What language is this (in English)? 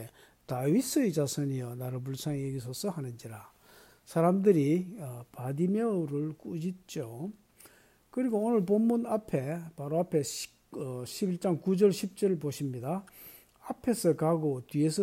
Korean